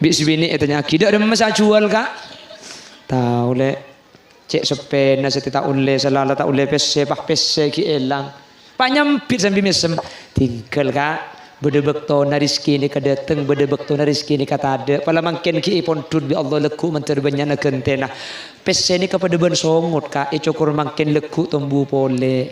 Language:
Madurese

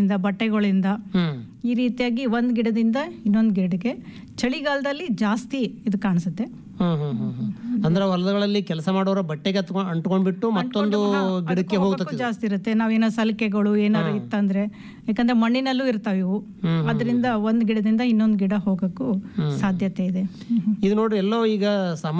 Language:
Kannada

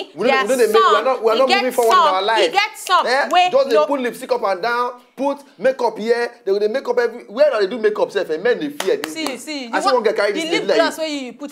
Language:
Nigerian Pidgin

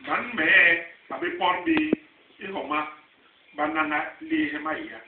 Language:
Basaa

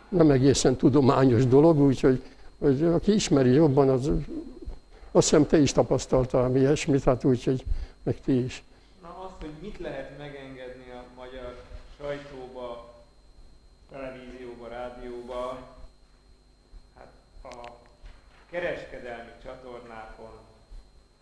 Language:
Hungarian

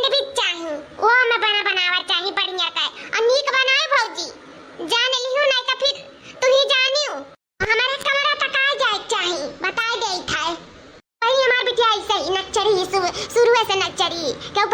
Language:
Awadhi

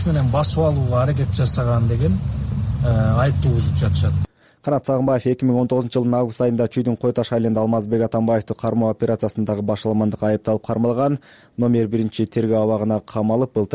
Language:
Kyrgyz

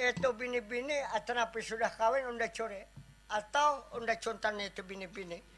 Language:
Banjar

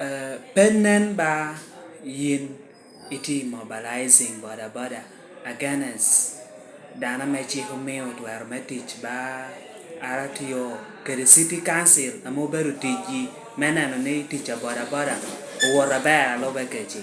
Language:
Lango (Uganda)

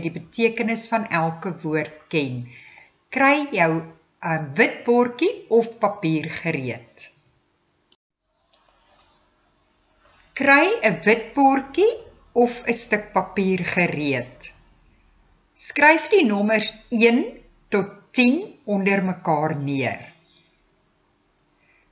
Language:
Afrikaans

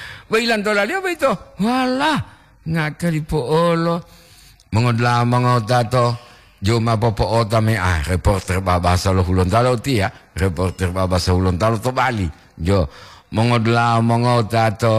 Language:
Gorontalo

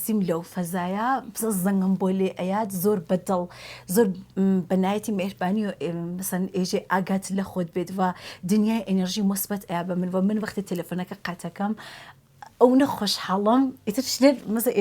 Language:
Central Kurdish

